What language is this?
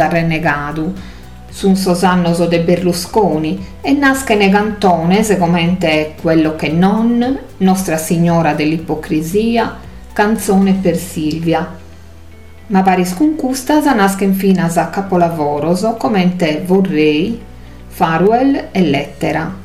Sardinian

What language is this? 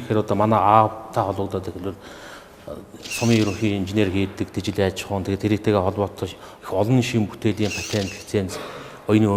Mongolian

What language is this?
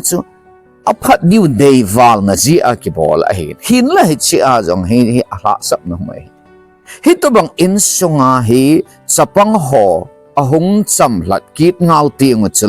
Thado Chin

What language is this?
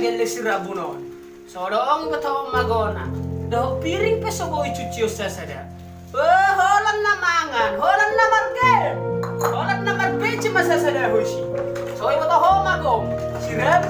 Batak Toba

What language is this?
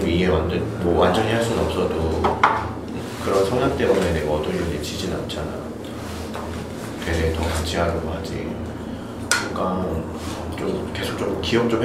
Korean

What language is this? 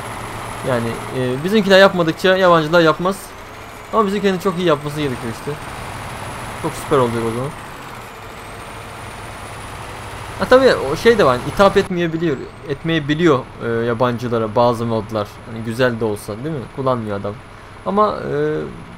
Turkish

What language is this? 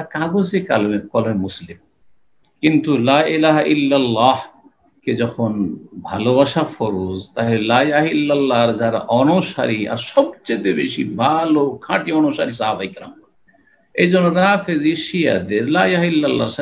Bangla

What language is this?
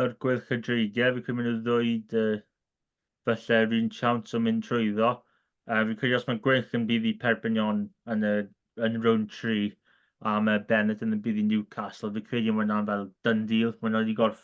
Welsh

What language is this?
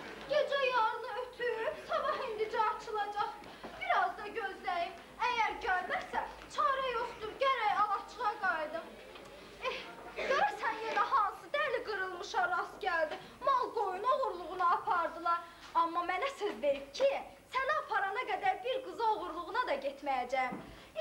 Azerbaijani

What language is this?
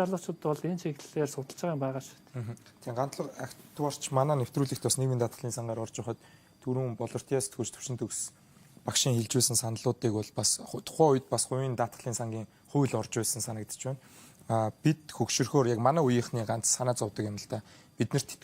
Mongolian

